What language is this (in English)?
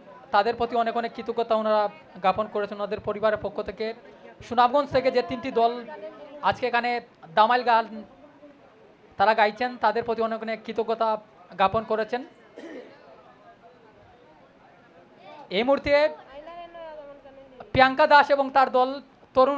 Bangla